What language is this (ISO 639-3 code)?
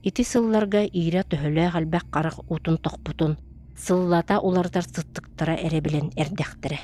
sah